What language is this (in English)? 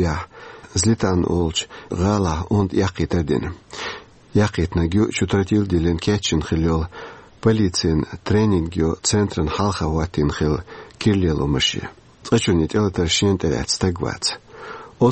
Chechen